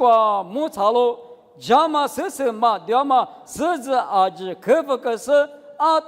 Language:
Lisu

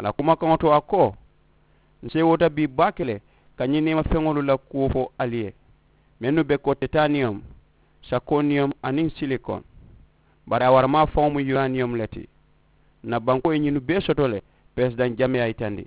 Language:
Mandingo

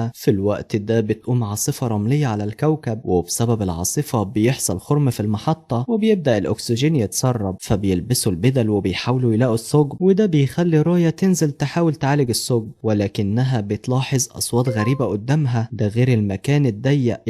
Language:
Egyptian Arabic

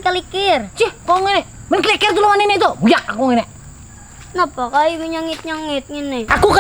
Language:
Banjar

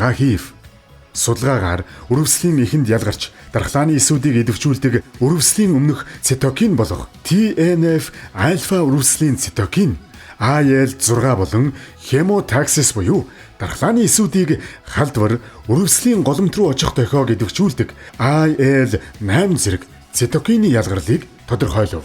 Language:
Mongolian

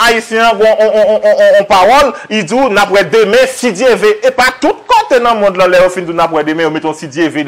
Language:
Haitian Creole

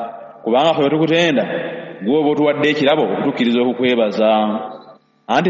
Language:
Ganda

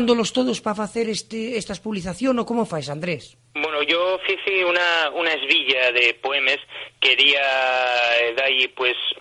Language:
Asturian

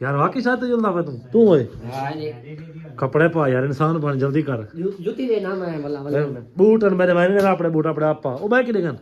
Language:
Saraiki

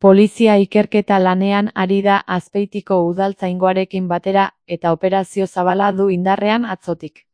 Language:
Basque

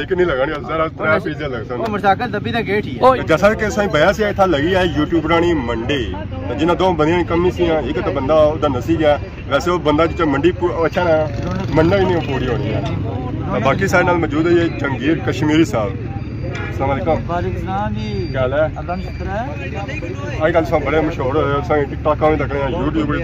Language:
Pahari-Potwari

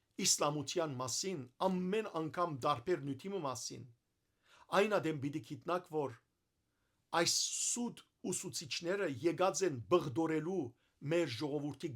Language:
Western Armenian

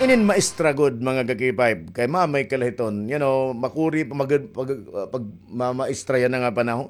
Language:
Waray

